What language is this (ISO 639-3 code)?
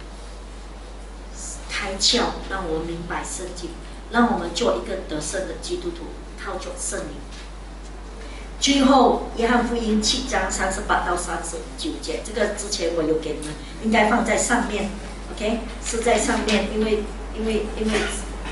zho